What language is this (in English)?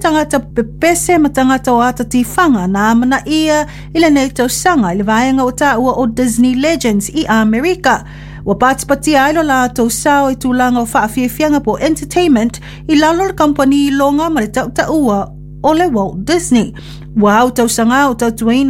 Samoan